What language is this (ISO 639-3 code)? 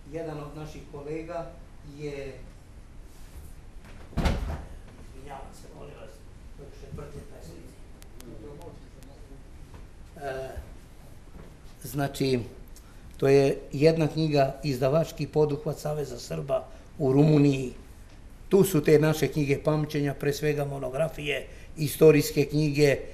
srp